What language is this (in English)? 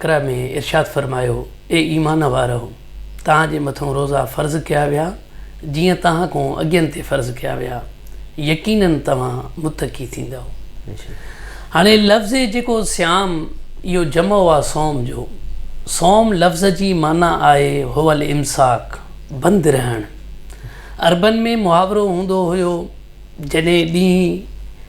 Sindhi